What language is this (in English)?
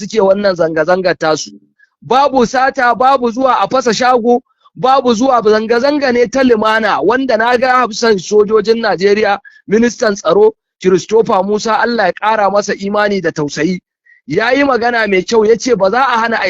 Hausa